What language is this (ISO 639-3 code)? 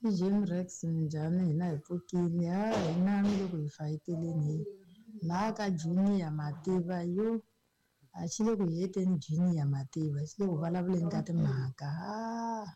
tso